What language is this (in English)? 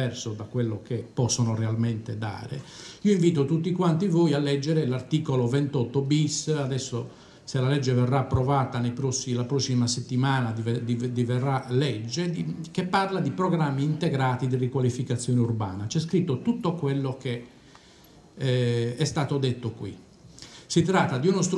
Italian